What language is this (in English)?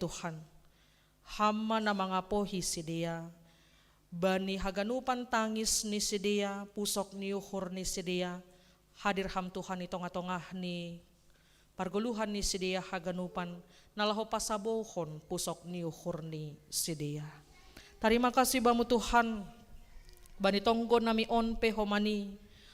Batak Simalungun